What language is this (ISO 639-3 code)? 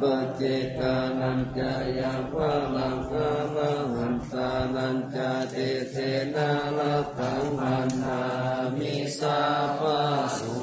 pli